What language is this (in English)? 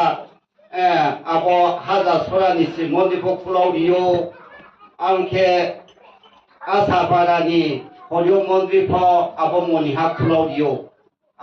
Riang (India)